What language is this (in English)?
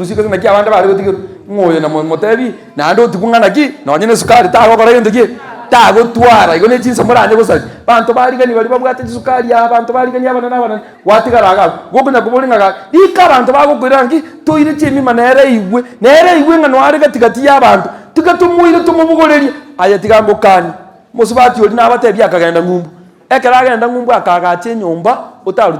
Gusii